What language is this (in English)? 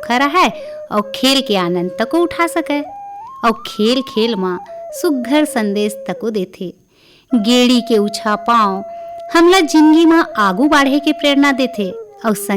Chhattisgarhi